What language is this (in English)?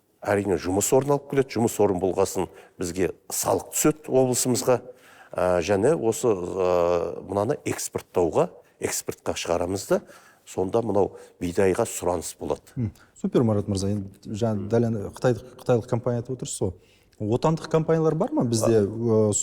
Kazakh